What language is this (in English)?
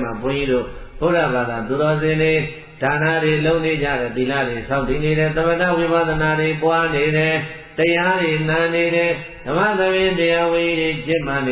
Burmese